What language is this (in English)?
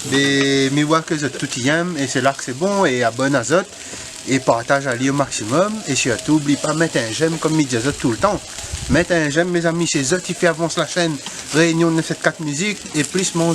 Réunion Creole French